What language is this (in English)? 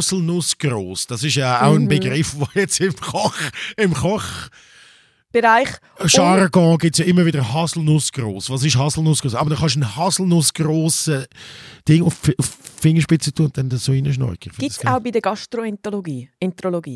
German